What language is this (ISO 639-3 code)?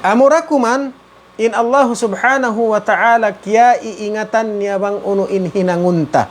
tsg